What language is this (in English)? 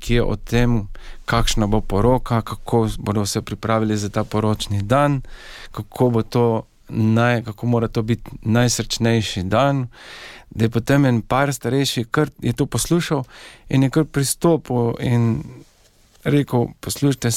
Slovenian